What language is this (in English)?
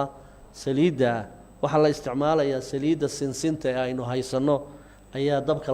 Somali